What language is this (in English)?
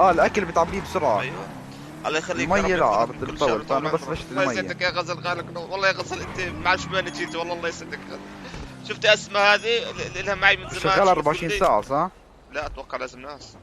North Levantine Arabic